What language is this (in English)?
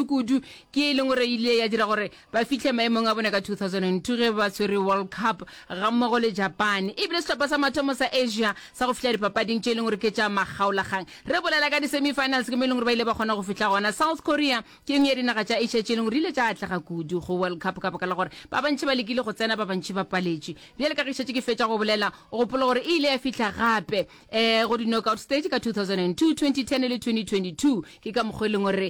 Northern Sotho